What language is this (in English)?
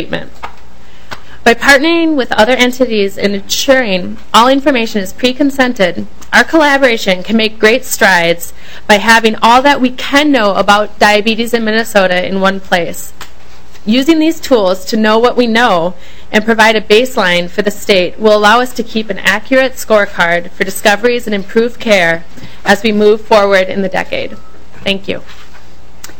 English